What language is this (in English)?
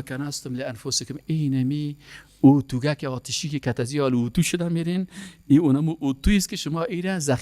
Persian